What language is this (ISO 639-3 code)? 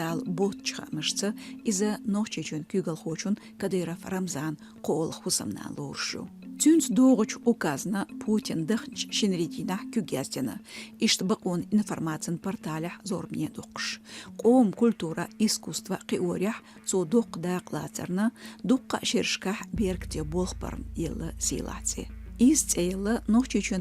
che